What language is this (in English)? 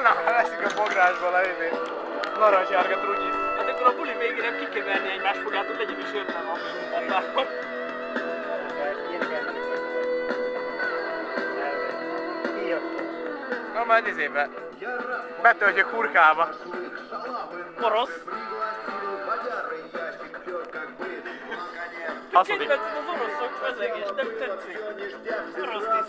Hungarian